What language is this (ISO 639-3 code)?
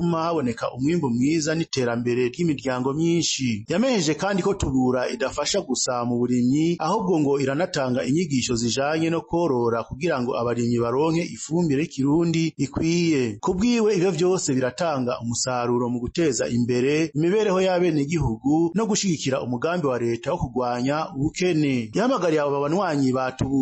run